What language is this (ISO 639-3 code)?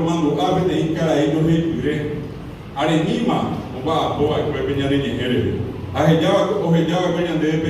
grn